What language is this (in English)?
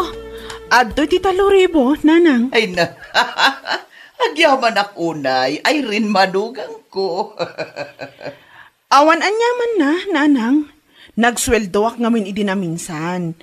Iloko